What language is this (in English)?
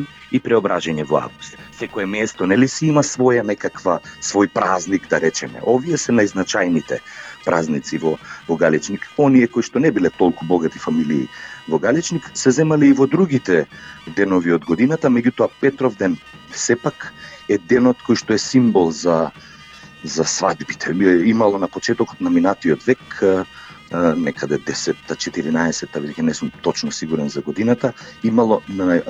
Macedonian